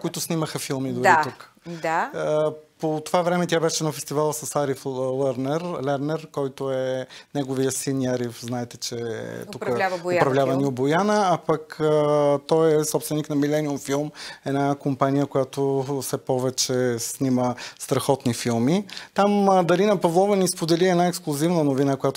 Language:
Bulgarian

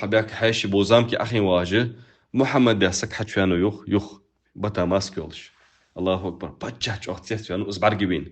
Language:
Ingush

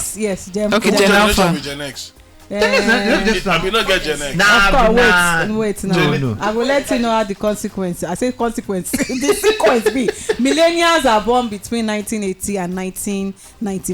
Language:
Nigerian Pidgin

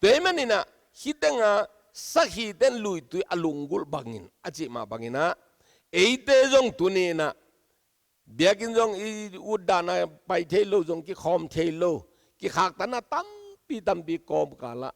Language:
Tedim Chin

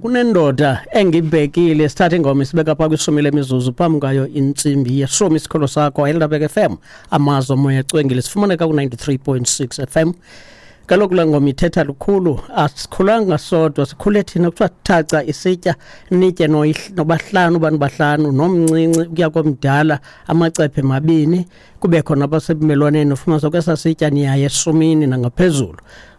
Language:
Xhosa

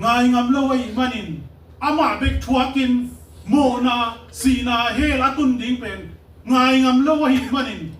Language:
Tedim Chin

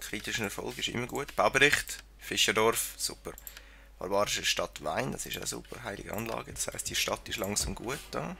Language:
Swiss German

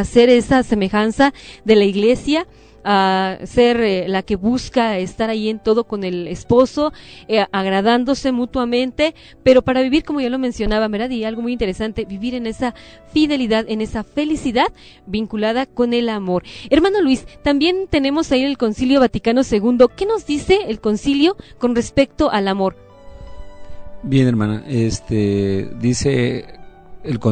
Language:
Spanish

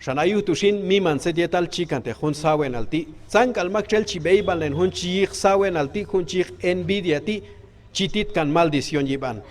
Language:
Q'anjob'al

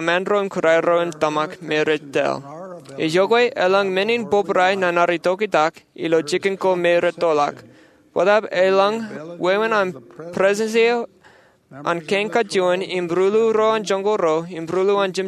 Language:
Marshallese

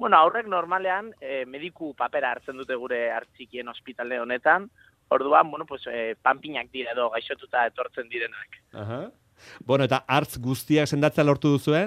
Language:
Basque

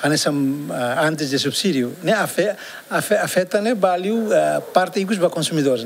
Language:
Tetum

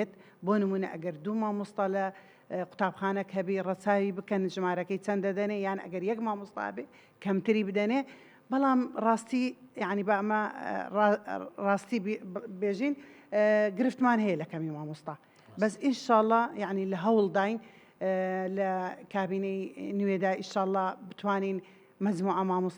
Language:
Central Kurdish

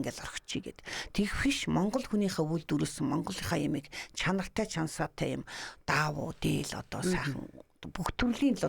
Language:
Mongolian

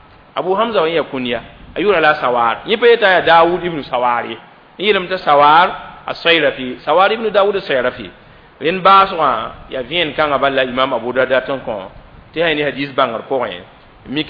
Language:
Mossi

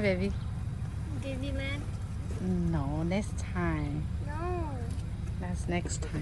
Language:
Lahu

